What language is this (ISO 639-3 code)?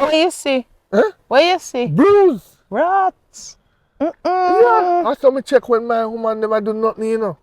jam